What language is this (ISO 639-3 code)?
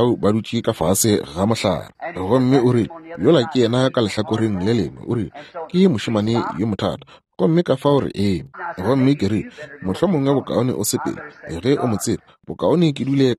nso